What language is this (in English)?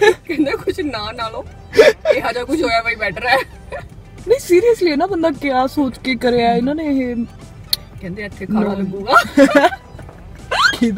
Punjabi